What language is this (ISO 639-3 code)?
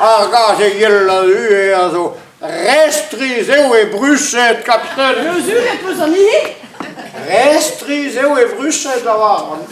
bre